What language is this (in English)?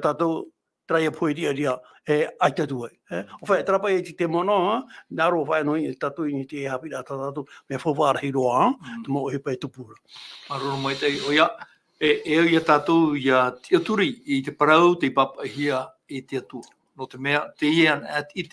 Tahitian